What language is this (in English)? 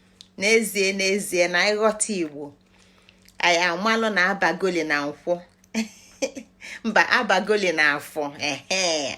Igbo